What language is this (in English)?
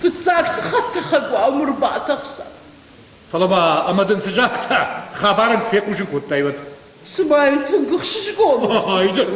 Ossetic